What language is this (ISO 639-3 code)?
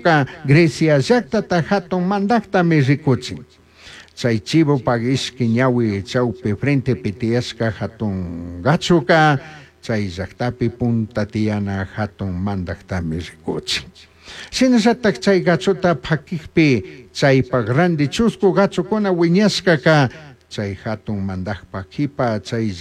qug